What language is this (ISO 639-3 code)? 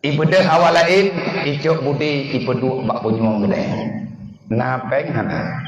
ace